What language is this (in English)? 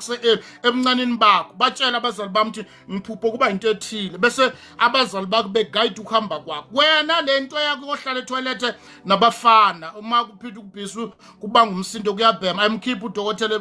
Zulu